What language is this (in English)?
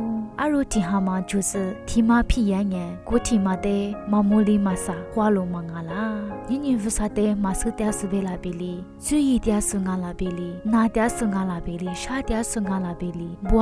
Lisu